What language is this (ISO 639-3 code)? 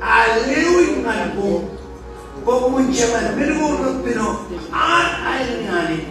mah